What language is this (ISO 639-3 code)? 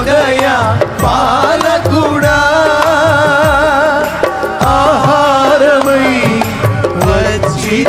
tel